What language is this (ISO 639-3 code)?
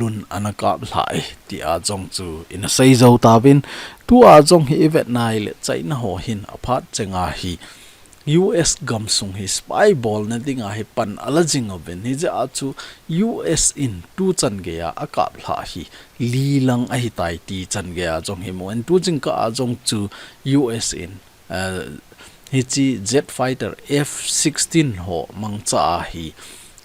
tcz